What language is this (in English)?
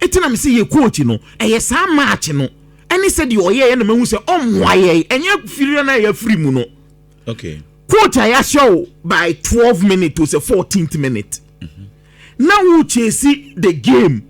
Akan